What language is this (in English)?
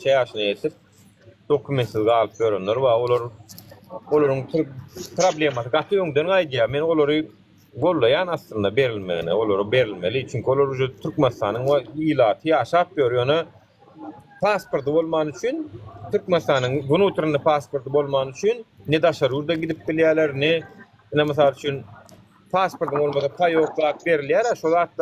Turkmen